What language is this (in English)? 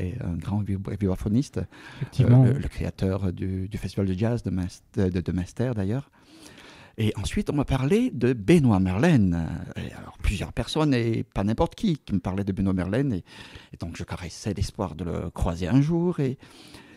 French